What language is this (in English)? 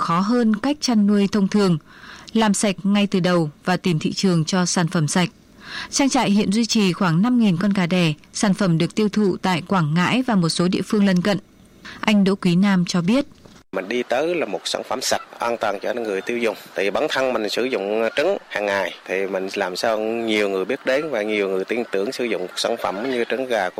Vietnamese